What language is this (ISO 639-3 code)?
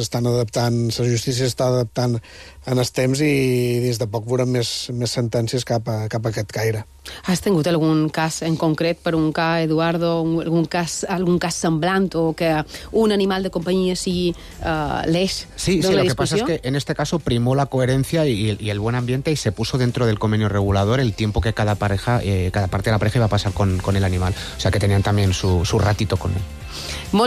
cat